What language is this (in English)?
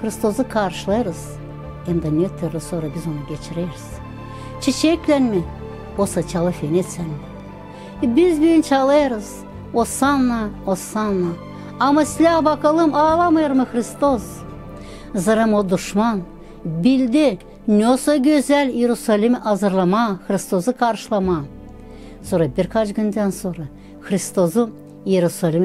Gagauz